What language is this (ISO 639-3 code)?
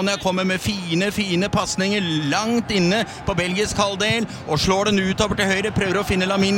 nor